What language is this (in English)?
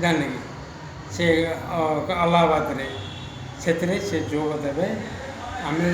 Odia